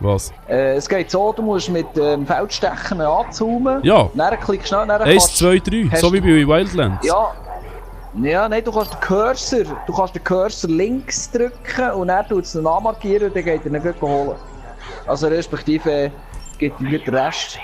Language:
Swiss German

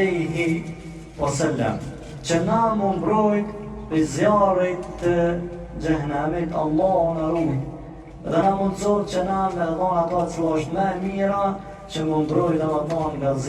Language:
Albanian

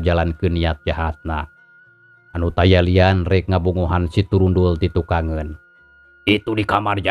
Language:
Sundanese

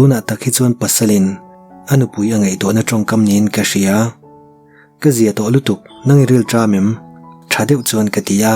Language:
Mizo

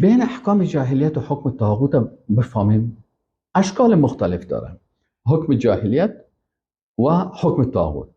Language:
Persian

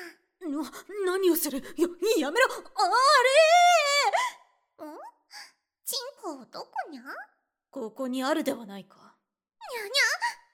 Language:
Japanese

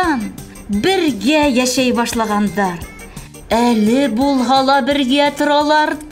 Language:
Bashkir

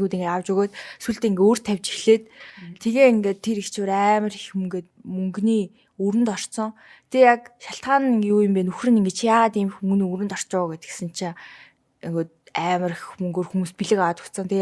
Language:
Mongolian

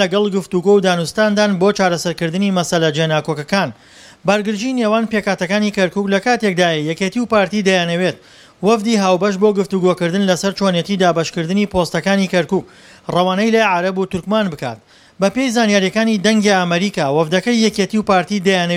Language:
Central Kurdish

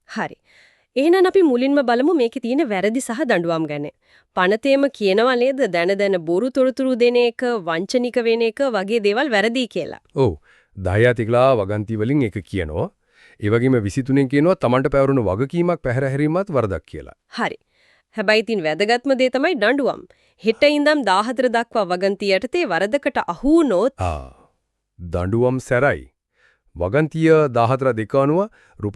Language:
Sinhala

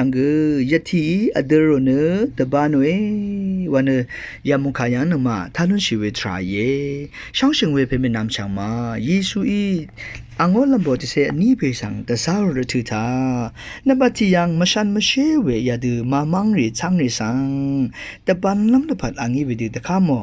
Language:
Rawang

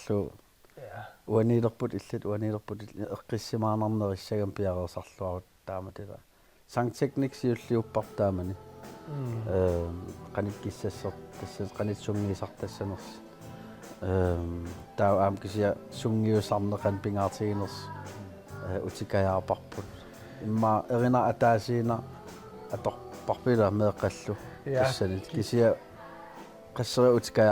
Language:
Kalaallisut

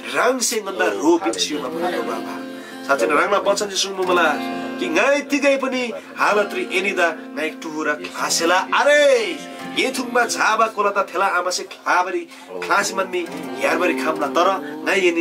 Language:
Eastern Tamang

